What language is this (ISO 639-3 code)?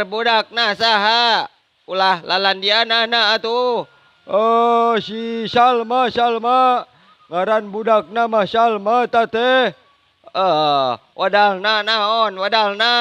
sun